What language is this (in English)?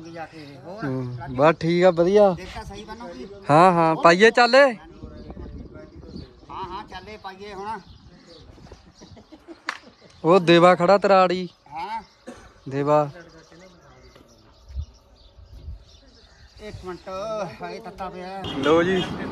Punjabi